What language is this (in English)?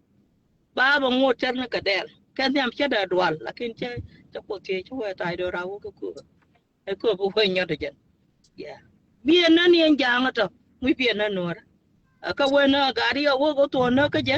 Nuer